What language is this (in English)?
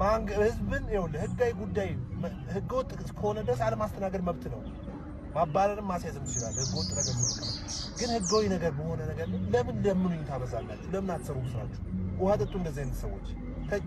Amharic